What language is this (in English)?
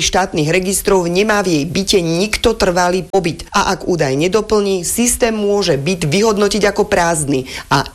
Slovak